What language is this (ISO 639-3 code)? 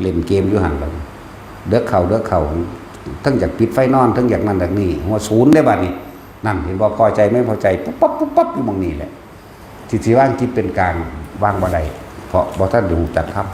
tts